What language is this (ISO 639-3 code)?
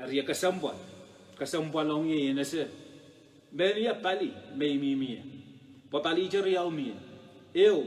pon